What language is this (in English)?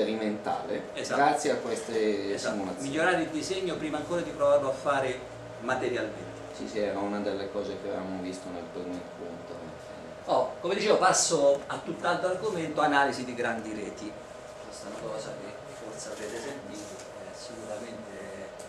Italian